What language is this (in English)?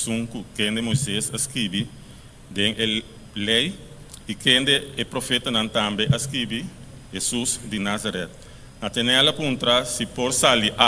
Papiamento